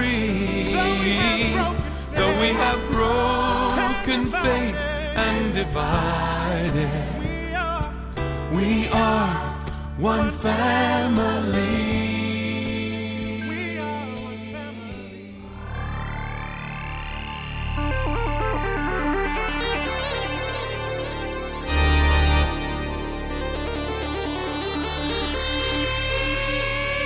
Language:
Estonian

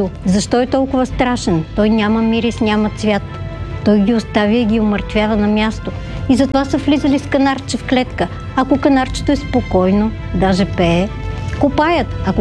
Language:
Bulgarian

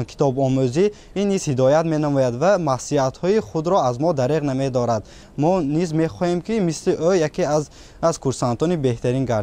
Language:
Tajik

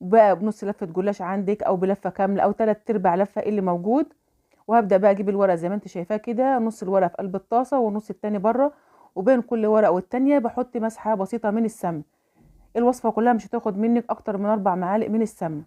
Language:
Egyptian Arabic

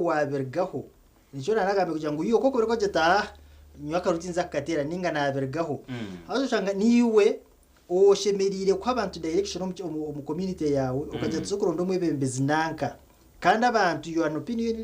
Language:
Nyankole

